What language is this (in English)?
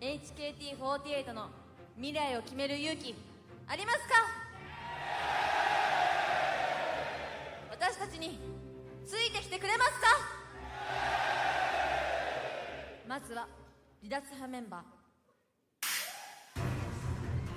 Japanese